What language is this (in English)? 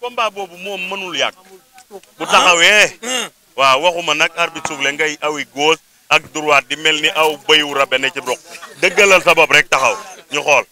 Wolof